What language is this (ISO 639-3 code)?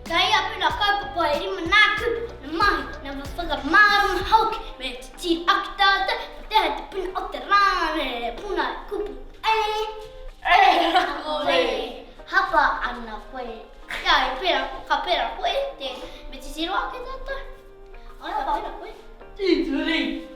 mri